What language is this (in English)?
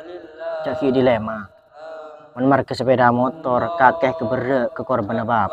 Madurese